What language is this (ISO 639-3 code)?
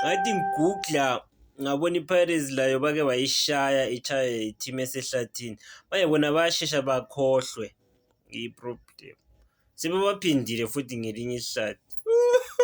zul